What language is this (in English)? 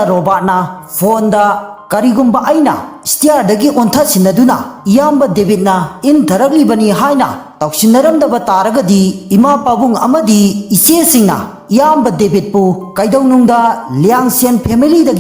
Manipuri